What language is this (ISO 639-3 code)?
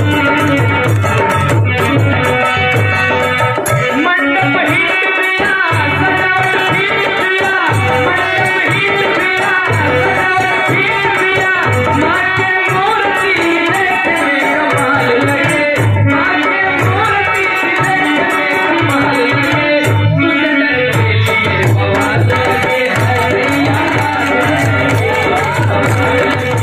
bho